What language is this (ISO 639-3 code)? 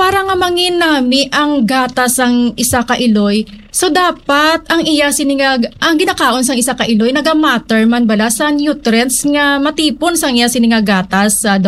hil